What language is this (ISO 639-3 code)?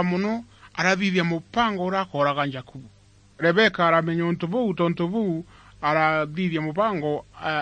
mer